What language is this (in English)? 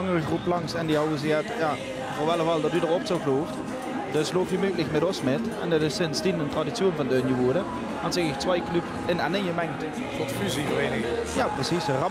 Limburgish